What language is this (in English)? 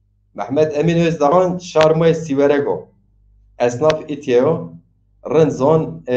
Zaza